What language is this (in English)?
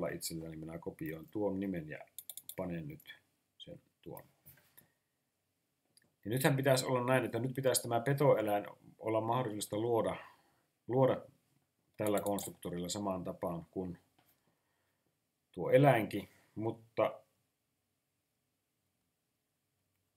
Finnish